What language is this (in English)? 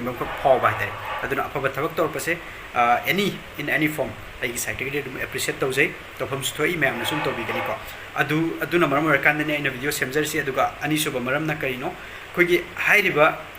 Manipuri